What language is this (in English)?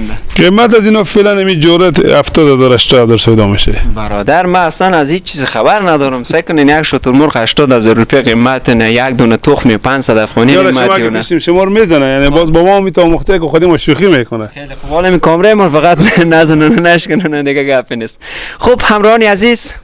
Persian